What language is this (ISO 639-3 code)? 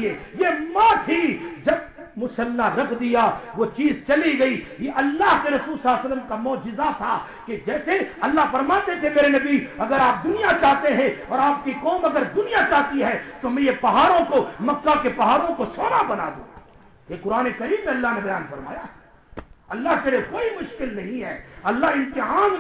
urd